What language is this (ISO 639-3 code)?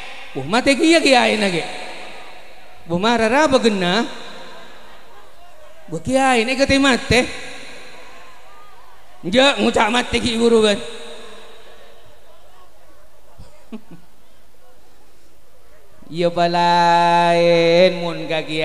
mad